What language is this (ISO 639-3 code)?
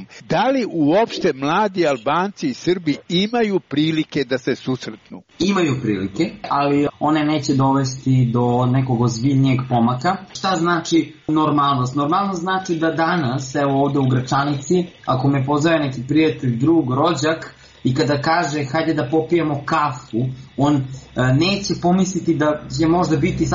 srp